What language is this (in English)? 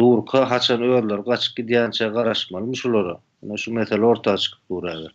Turkmen